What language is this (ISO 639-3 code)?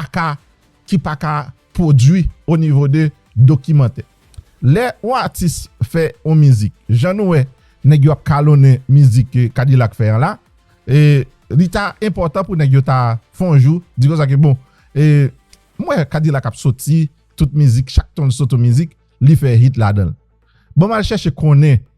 hat